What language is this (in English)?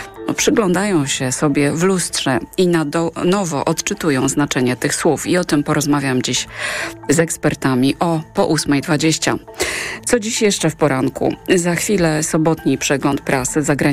Polish